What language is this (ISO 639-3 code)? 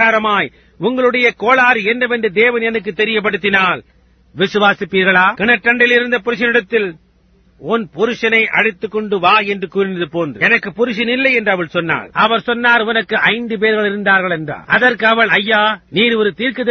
tam